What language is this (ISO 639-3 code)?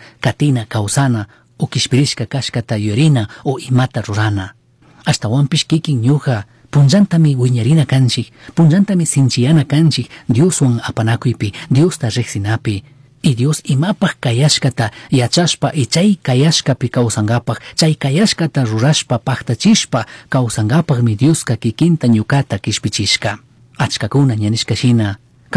qug